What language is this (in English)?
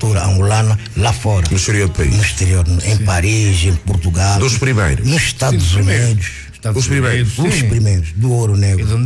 Portuguese